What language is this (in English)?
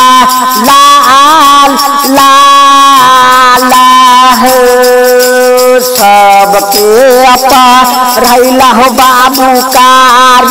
Bhojpuri